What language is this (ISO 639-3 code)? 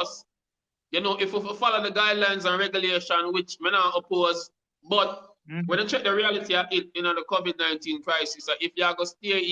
jam